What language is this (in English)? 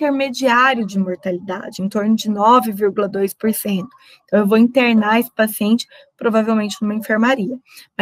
Portuguese